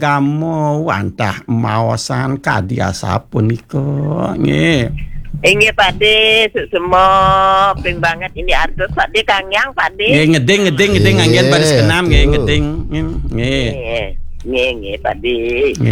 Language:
Balinese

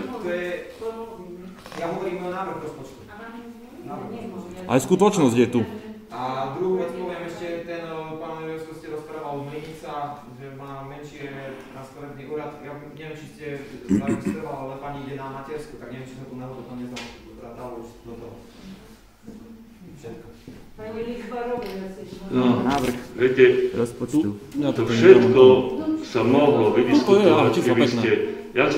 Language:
Slovak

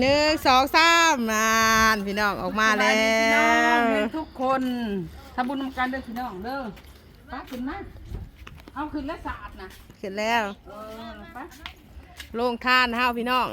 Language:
Northeastern Thai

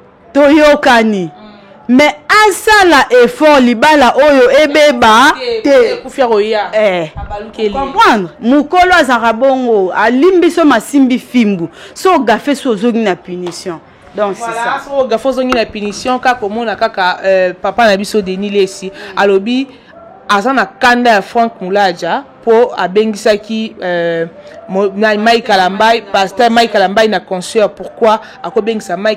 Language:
Lingala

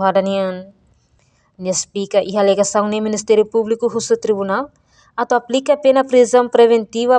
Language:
Tetum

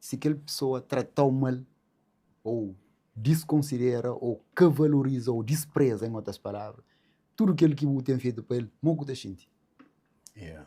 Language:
Kabuverdianu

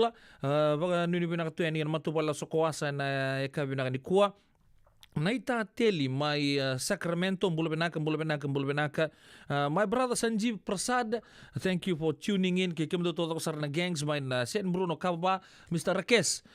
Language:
Fijian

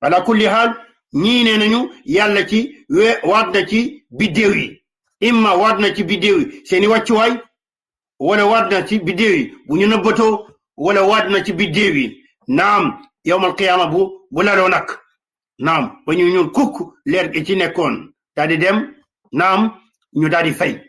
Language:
Wolof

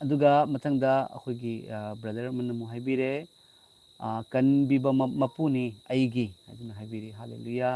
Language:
Manipuri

